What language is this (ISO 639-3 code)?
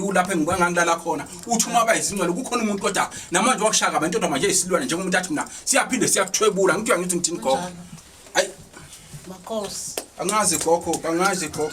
zul